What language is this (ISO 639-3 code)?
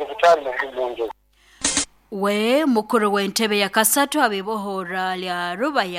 nyn